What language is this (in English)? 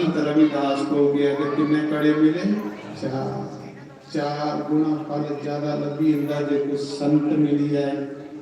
Dogri